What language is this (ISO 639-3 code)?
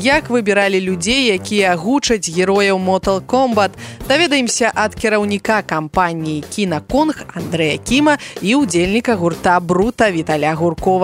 bel